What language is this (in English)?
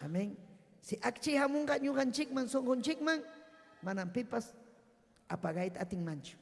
Ayacucho Quechua